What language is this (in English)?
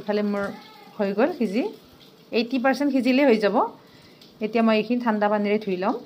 Assamese